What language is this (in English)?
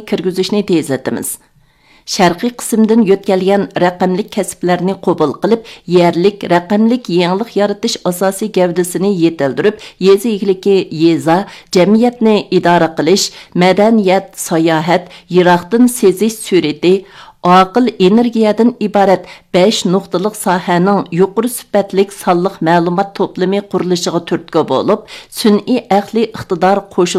Uyghur